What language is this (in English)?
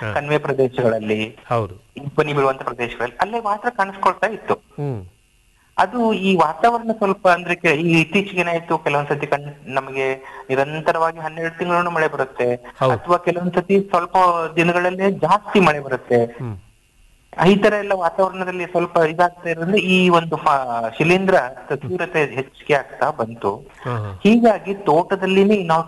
Kannada